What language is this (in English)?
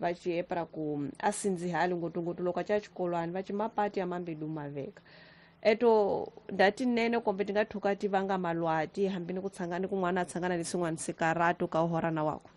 Tsonga